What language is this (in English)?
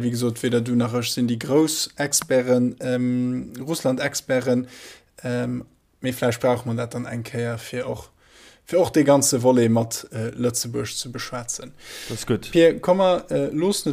Luxembourgish